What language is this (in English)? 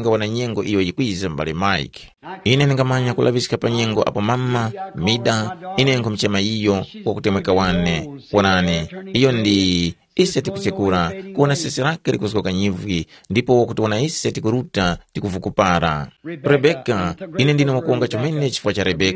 Tumbuka